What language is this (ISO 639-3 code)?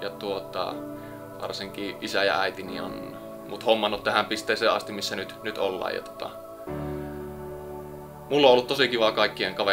fin